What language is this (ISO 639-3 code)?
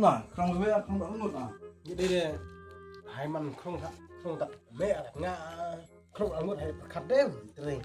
kha